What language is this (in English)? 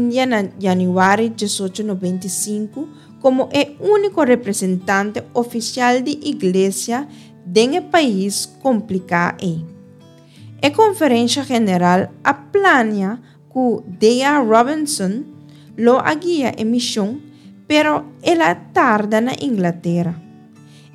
Papiamento